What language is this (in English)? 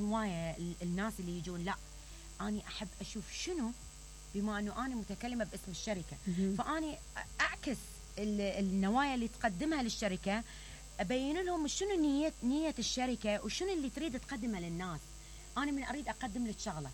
Mesopotamian Arabic